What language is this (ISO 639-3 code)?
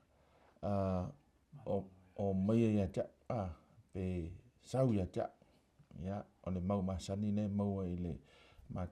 smo